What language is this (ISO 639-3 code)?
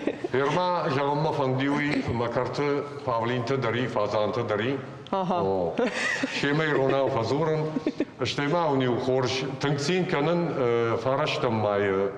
oss